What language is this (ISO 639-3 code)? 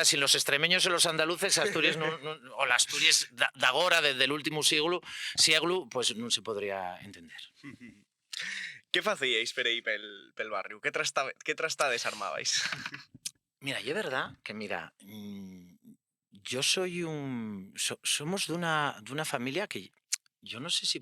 ast